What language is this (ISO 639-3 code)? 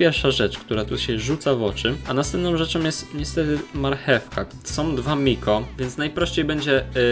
pol